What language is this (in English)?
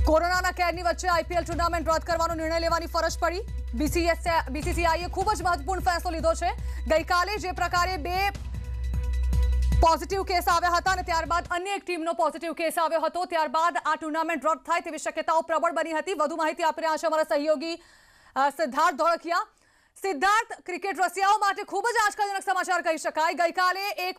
Gujarati